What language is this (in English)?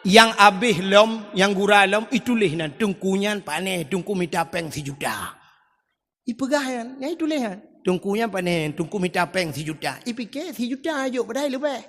Achinese